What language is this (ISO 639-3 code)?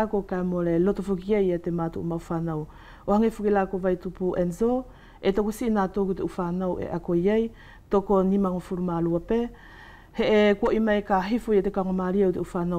wls